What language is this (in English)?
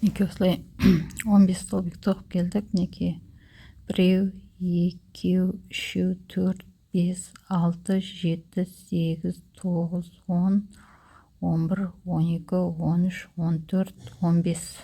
Kazakh